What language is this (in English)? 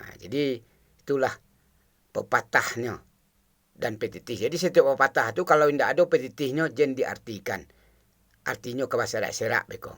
Minangkabau